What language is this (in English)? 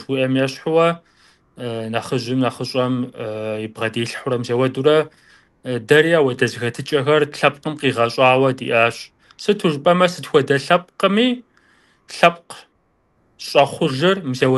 Kabardian